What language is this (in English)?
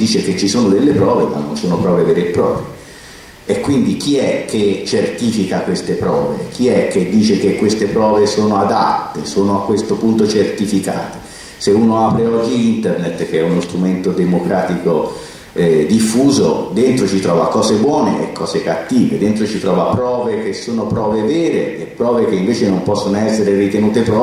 Italian